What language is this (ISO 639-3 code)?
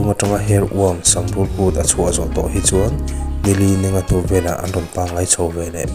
lus